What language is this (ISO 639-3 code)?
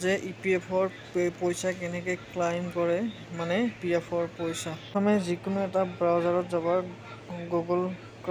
asm